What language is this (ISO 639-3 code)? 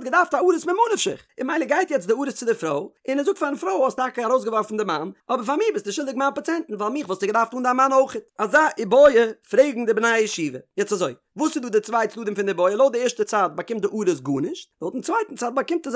yid